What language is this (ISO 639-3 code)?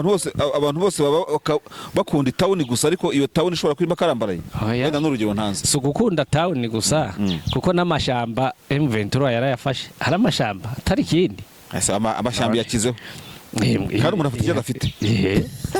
run